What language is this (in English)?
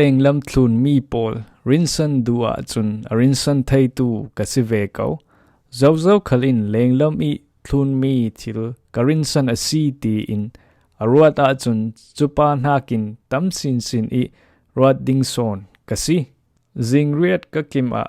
Falam Chin